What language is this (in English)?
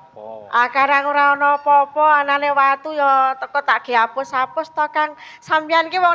Javanese